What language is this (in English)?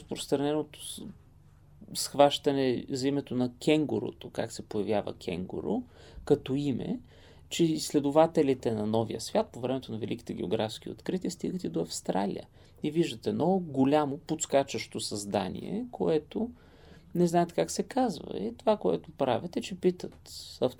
Bulgarian